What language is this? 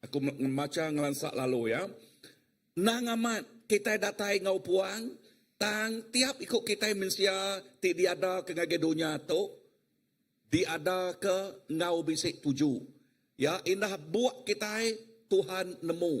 Iban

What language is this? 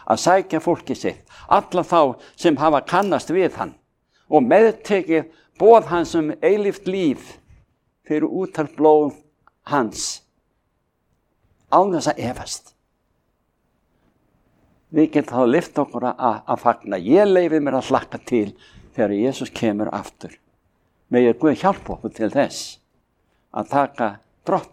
Icelandic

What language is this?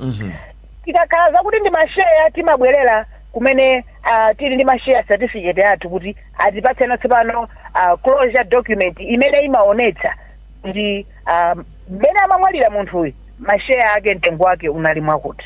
Nyanja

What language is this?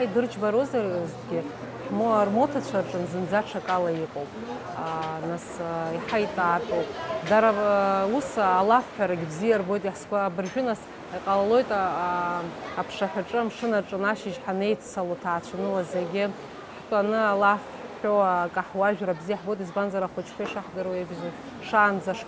Abkhazian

